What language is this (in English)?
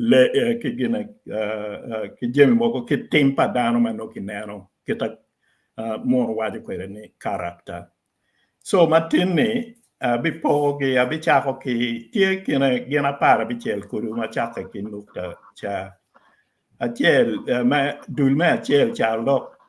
Acoli